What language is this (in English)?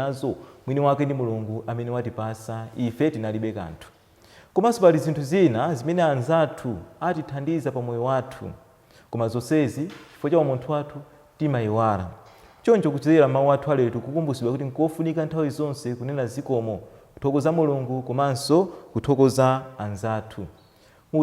Nyanja